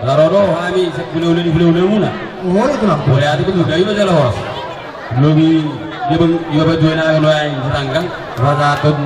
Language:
Batak Toba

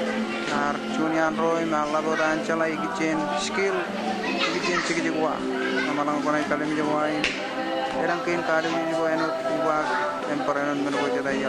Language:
Marshallese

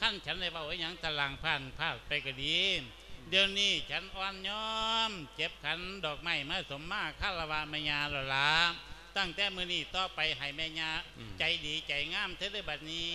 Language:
Lao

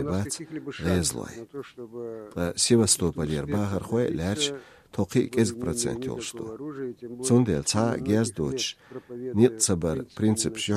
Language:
Chechen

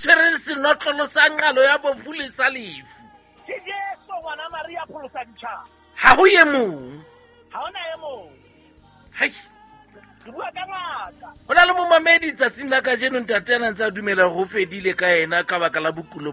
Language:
Southern Sotho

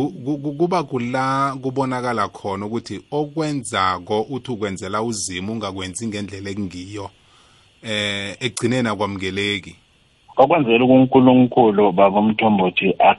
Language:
South Ndebele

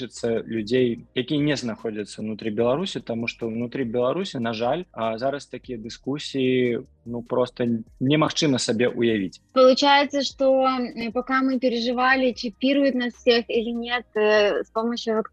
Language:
Belarusian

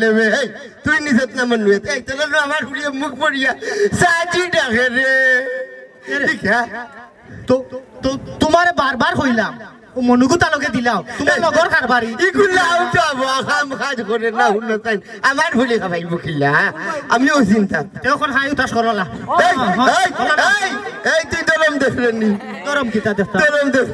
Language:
Sylheti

